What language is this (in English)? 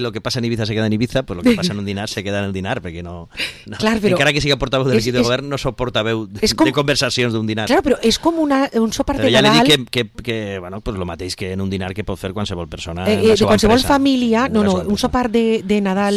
Catalan